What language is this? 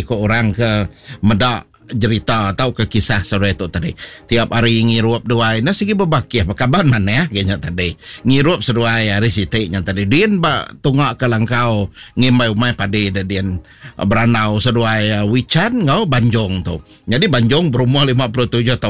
Iban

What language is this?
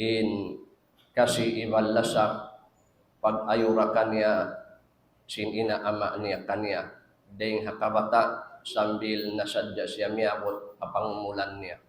Tausug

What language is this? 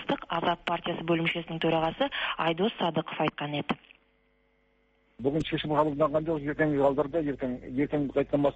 Kazakh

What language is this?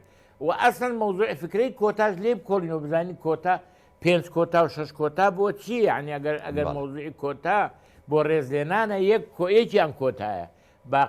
Central Kurdish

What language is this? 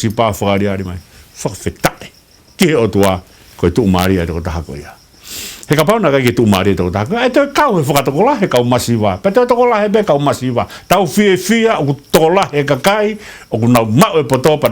Tongan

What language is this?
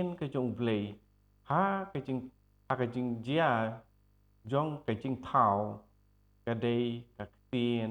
Khasi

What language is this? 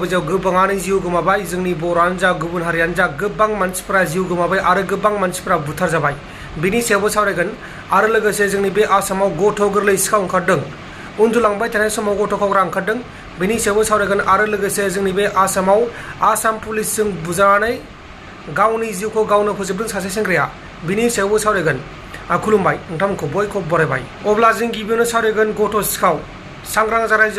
Bodo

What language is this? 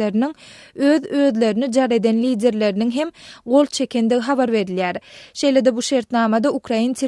Turkmen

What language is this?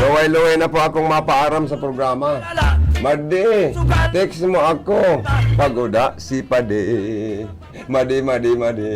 Bikol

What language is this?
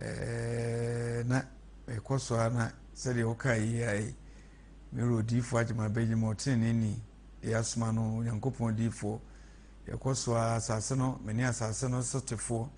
Akan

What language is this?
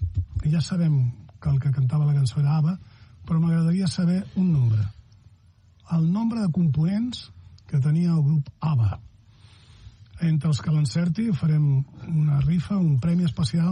Catalan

